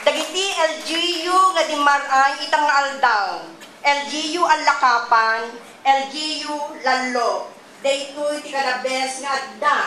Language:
Iloko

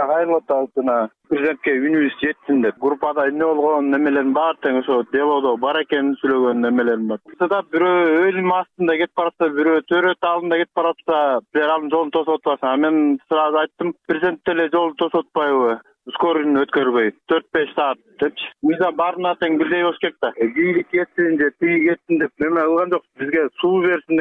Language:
Kyrgyz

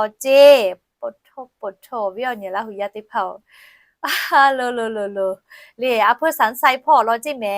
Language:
Lahu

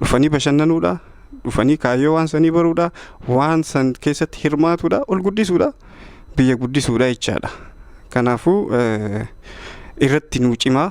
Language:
Oromo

